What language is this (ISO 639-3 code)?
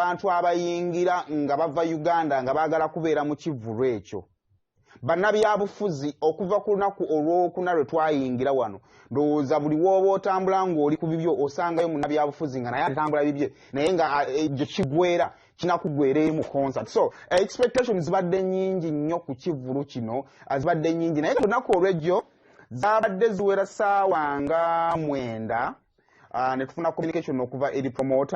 lug